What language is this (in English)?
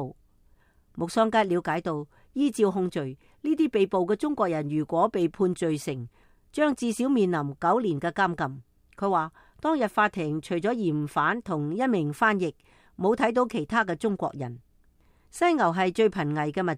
Cantonese